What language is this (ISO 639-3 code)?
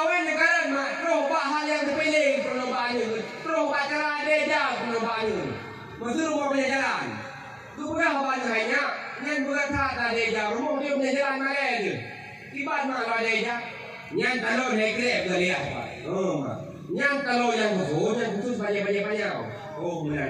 ace